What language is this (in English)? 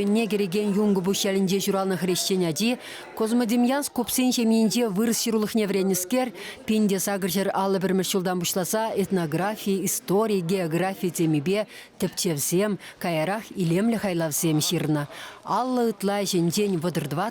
Chuvash